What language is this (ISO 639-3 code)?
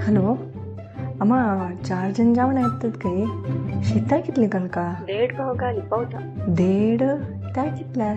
kok